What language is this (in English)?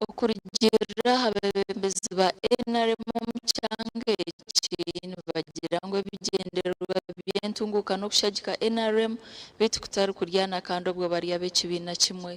Nyankole